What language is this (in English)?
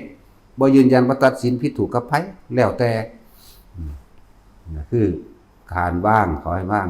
Northeastern Thai